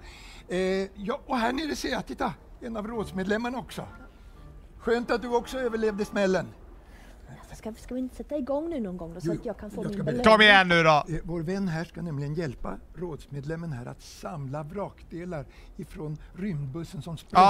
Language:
Swedish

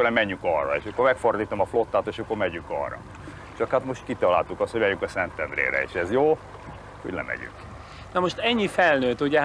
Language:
Hungarian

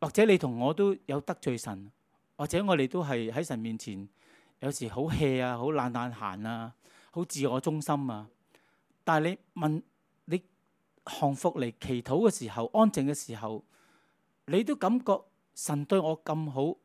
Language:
Cantonese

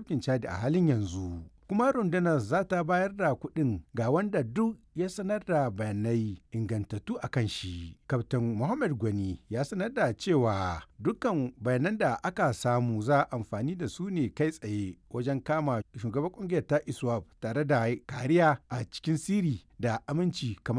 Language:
Hausa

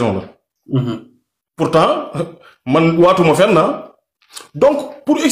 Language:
Wolof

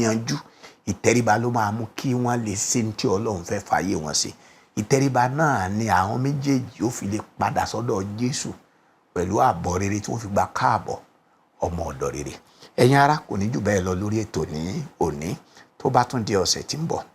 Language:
Yoruba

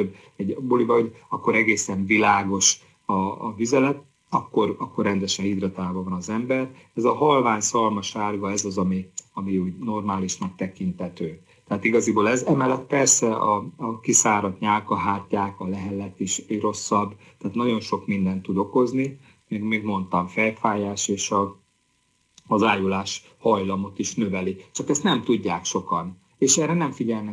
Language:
Hungarian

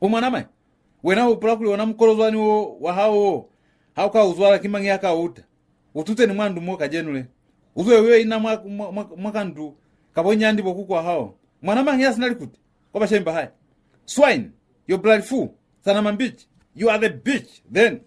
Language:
Lozi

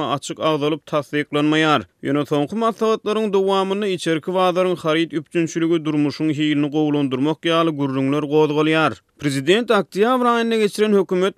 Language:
Turkmen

